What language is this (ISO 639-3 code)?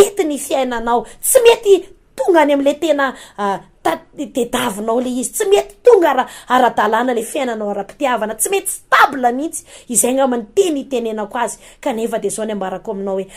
mlg